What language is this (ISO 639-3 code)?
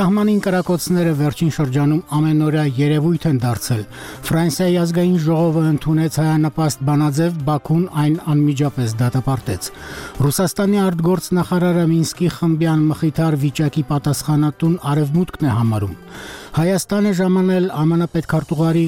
hye